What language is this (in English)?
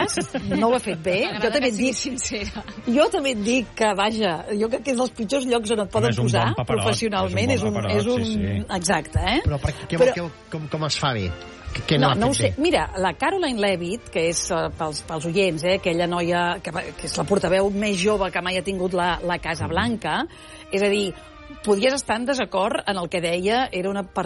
Catalan